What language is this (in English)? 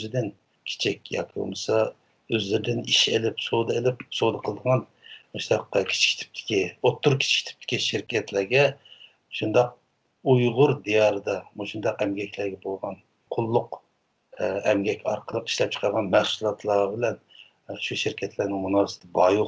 Uyghur